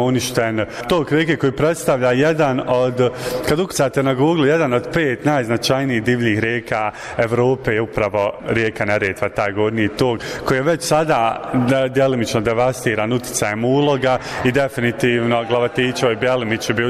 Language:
Bosnian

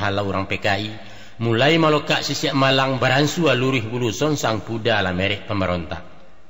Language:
Minangkabau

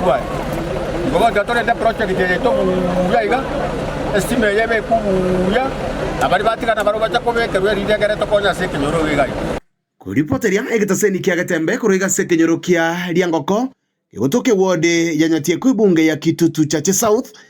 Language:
Gusii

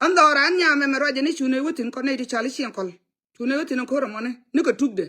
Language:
Nuer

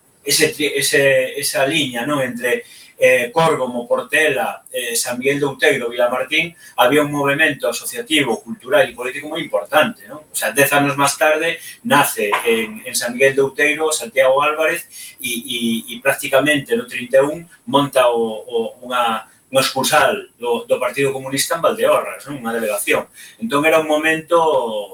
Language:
Galician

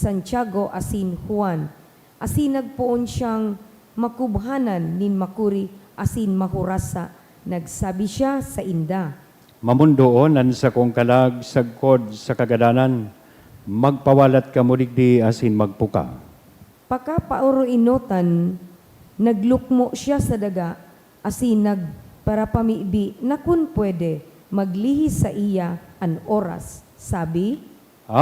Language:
Bikol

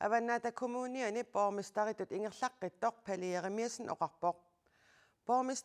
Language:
Kalaallisut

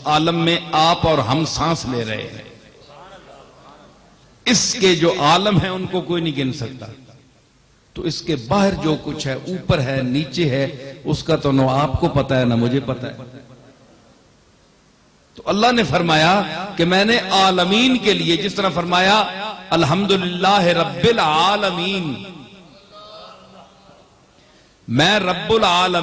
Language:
Urdu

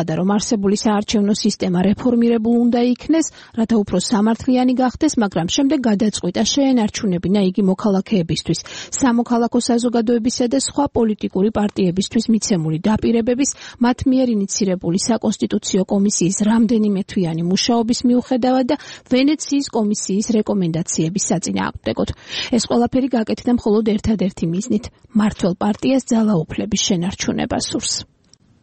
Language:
Georgian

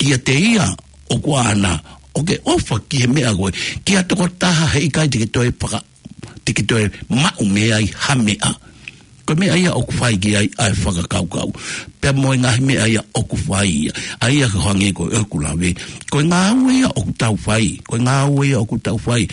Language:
Tongan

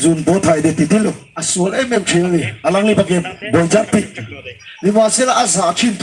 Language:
Karbi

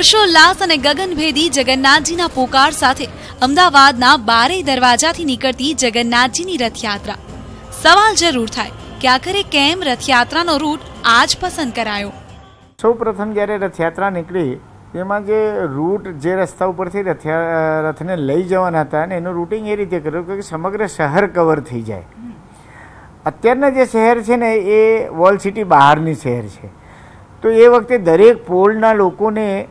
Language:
Gujarati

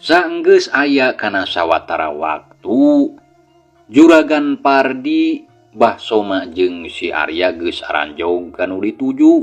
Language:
Sundanese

